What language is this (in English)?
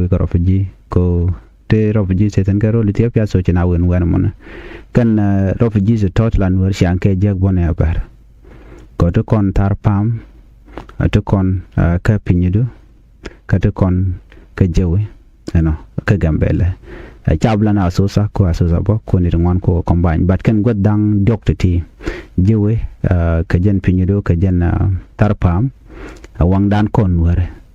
Nuer